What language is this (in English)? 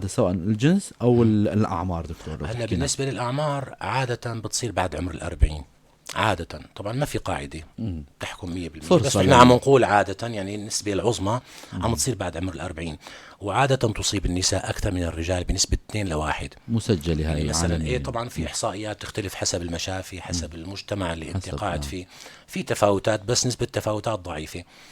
North Levantine Arabic